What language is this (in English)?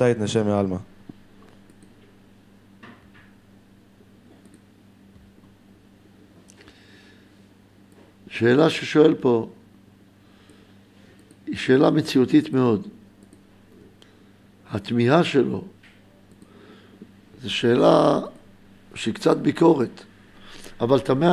Hebrew